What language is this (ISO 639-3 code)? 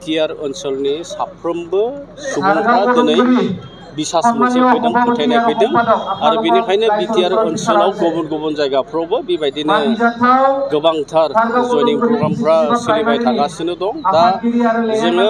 brx